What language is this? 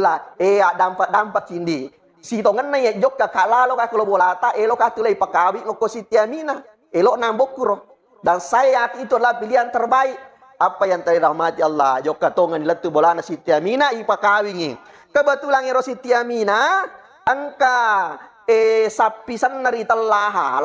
Buginese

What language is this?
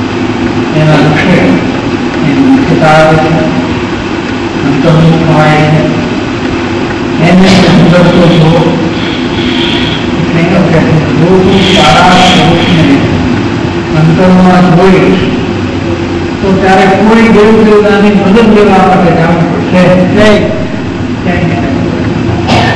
Gujarati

